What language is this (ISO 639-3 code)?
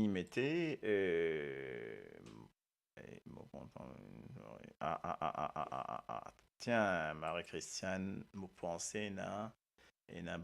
mfe